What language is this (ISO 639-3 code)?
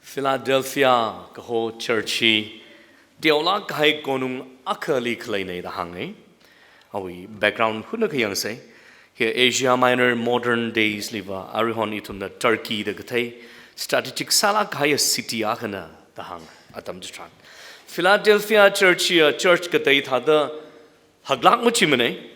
nmf